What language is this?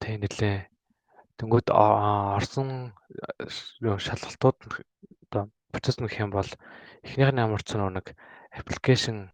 Mongolian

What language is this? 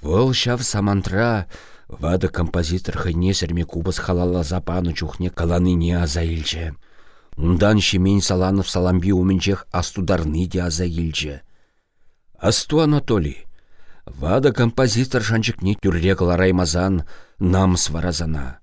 Chuvash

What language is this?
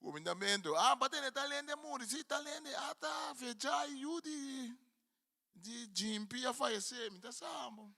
Papiamento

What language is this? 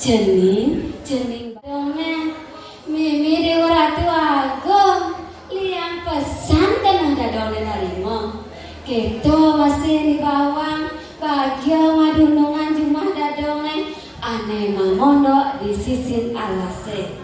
Balinese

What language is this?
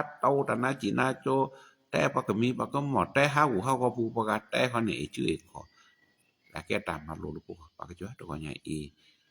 S'gaw Karen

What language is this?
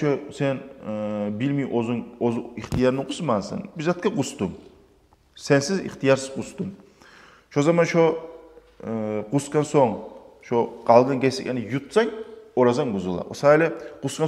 Kumyk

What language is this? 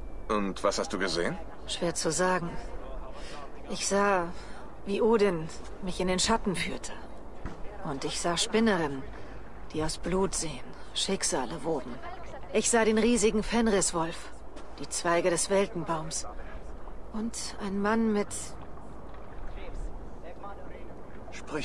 German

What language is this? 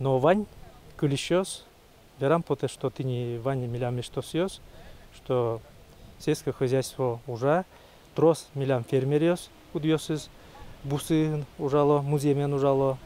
Udmurt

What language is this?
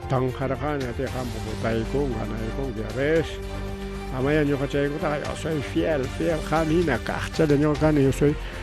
Ayacucho Quechua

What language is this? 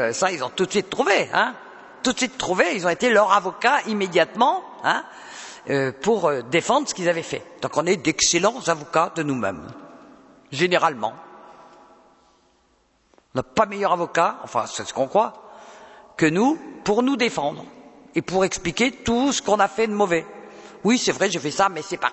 French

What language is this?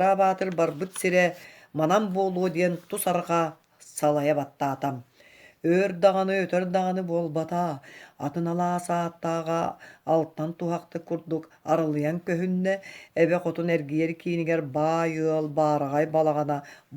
Yakut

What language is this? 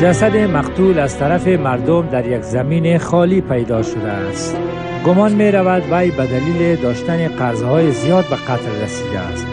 Persian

